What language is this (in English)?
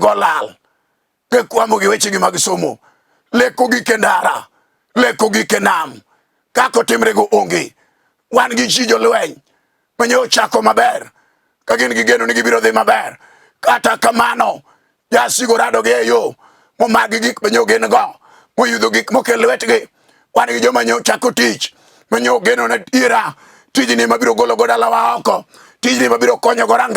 Luo (Kenya and Tanzania)